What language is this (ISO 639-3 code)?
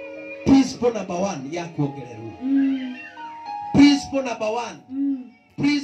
kik